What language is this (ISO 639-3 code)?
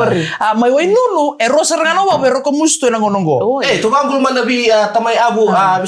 fij